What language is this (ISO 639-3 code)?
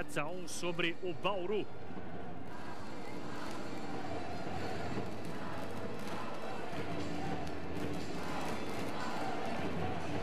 por